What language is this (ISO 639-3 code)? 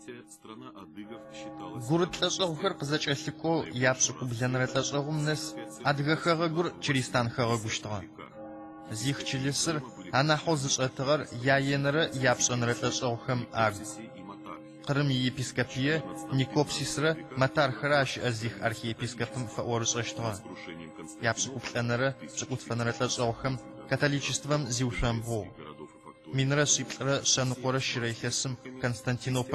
ady